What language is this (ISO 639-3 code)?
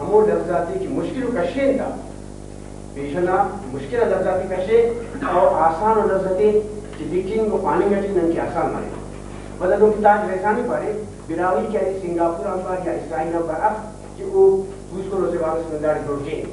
brh